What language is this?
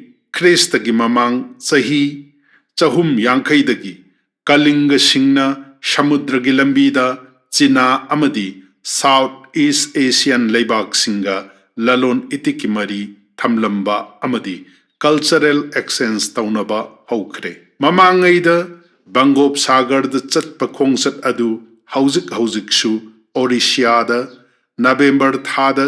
Manipuri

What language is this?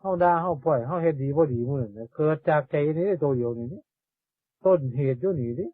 Northeastern Thai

